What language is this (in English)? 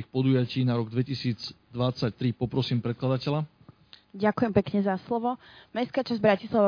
Slovak